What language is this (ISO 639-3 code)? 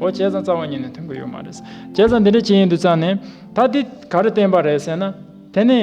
bod